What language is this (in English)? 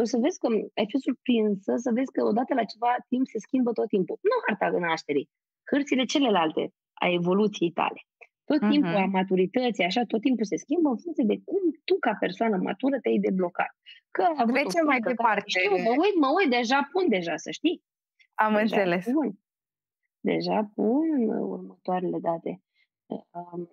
Romanian